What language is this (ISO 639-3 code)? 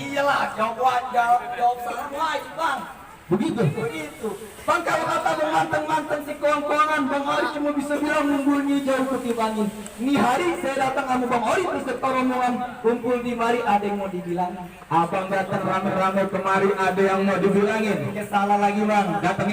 bew